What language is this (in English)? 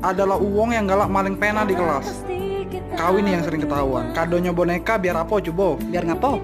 Musi